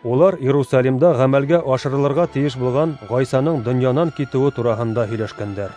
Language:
Bashkir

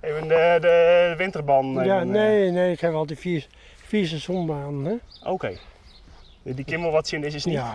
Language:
Western Frisian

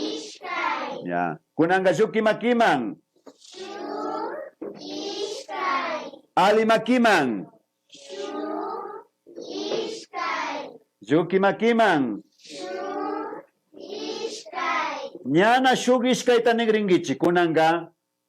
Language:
Imbabura Highland Quichua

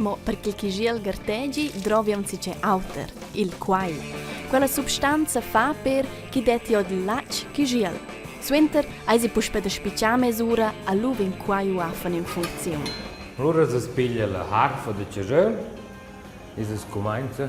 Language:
Romansh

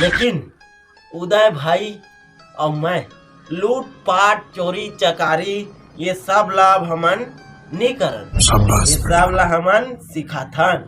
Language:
Chhattisgarhi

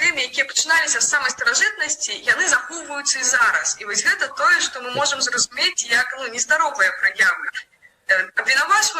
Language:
Belarusian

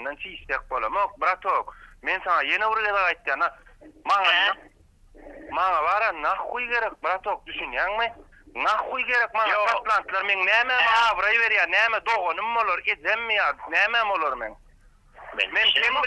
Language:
Turkmen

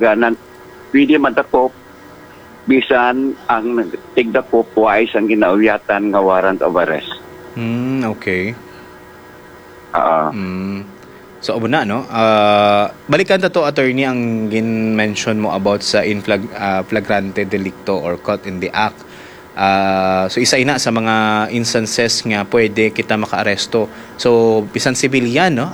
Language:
Hiligaynon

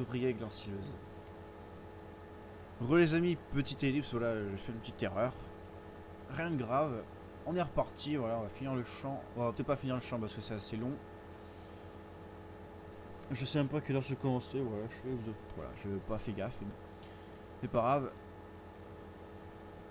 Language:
French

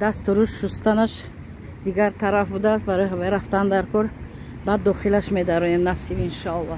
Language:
Tajik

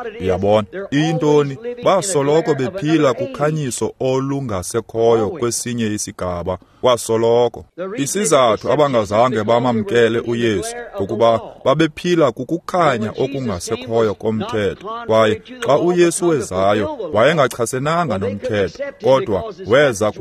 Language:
Xhosa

